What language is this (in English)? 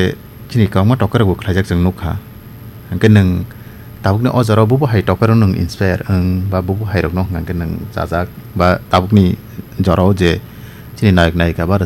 Kok Borok